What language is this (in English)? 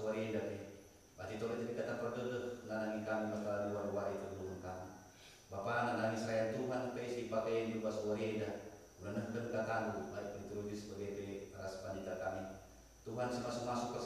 Batak Karo